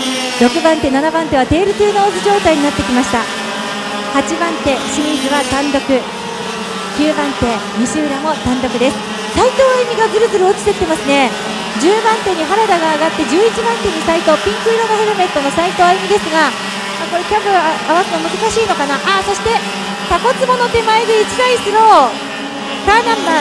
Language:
Japanese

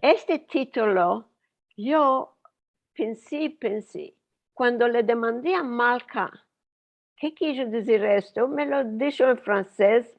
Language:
Ladino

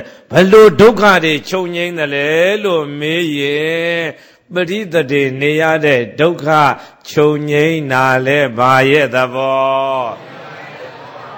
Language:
Burmese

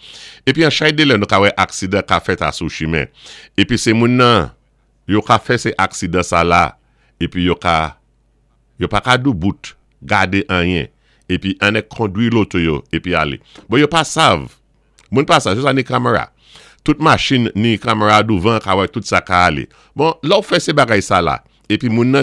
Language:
Saint Lucian Creole French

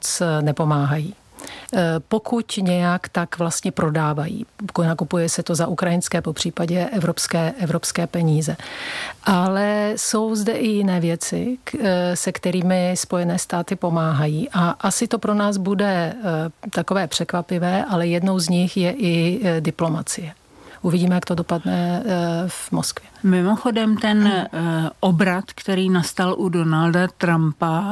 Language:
Czech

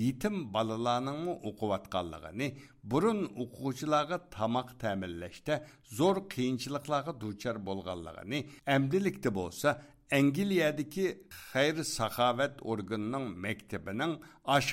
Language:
Uyghur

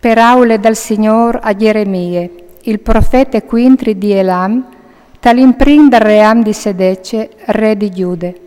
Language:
Friulian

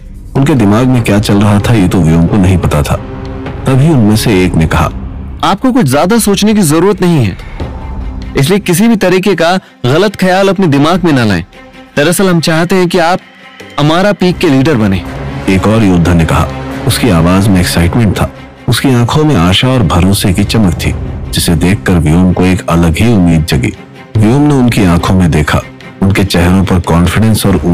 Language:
Hindi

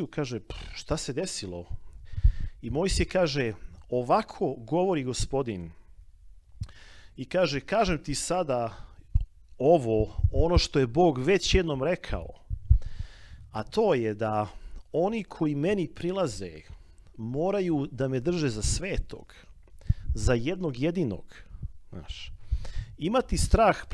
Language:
Serbian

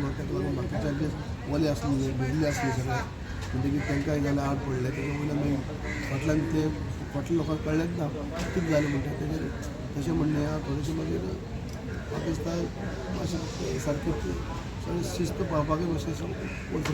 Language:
Konkani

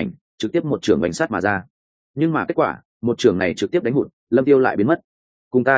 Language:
Vietnamese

